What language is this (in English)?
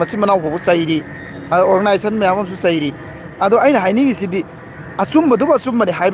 Manipuri